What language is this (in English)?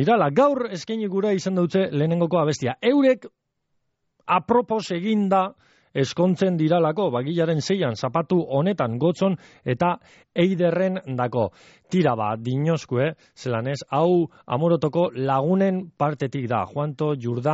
Basque